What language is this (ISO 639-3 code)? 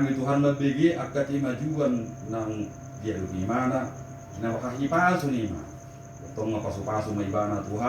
bbc